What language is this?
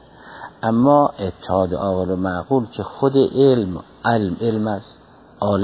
Persian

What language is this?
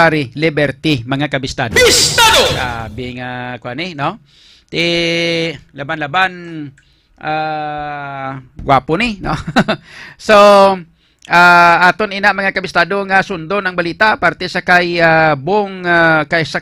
Hiligaynon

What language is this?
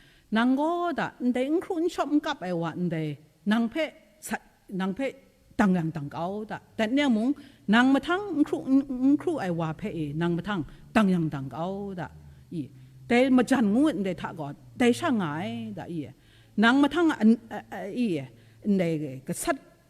Kachin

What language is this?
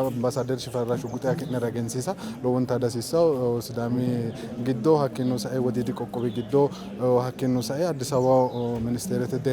Sidamo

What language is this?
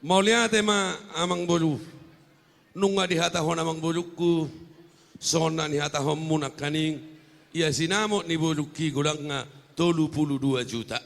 Batak Toba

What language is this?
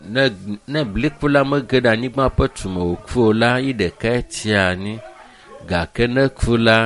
Ewe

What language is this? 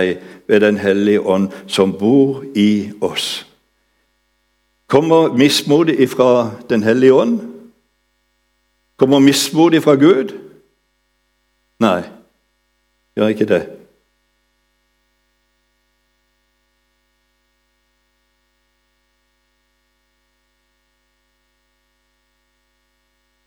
Norwegian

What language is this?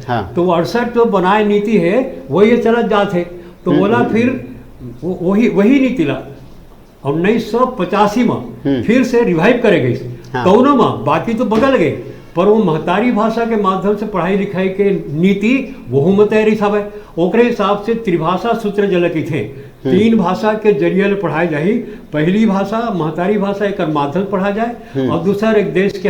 Chhattisgarhi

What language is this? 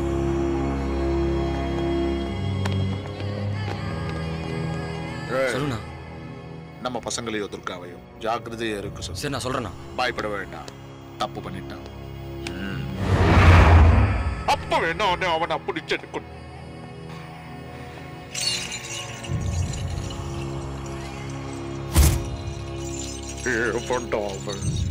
Tamil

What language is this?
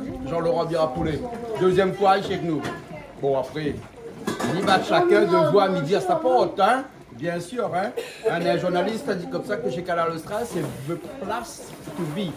Réunion Creole French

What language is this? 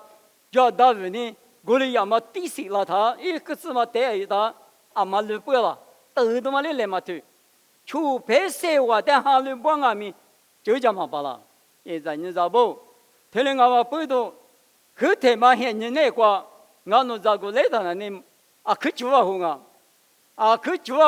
Lisu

